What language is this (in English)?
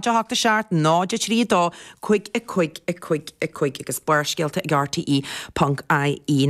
Irish